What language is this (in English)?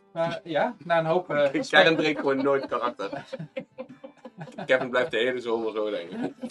Dutch